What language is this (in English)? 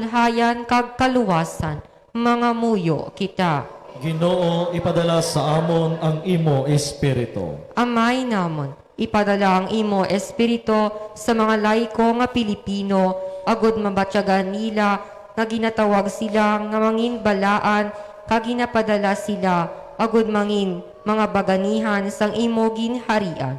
Hiligaynon